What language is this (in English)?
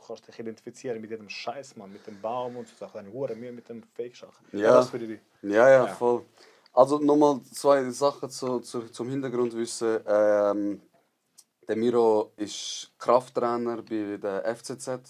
Swiss German